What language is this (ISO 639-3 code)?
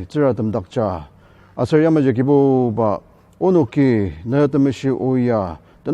njo